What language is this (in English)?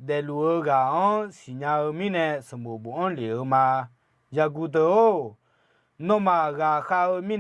Akha